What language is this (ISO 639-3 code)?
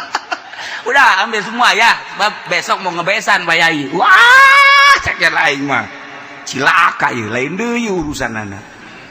sun